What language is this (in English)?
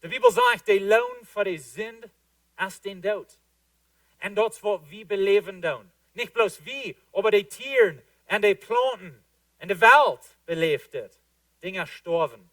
Plautdietsch